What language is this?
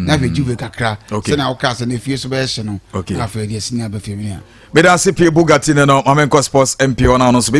Akan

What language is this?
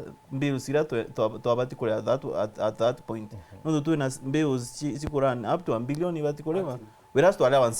Meru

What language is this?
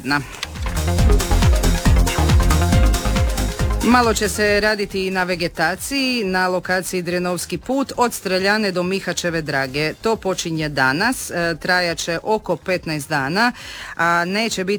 Croatian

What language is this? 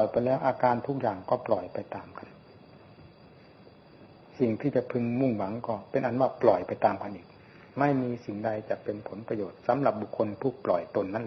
Thai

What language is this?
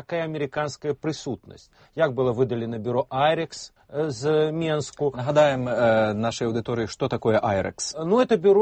Belarusian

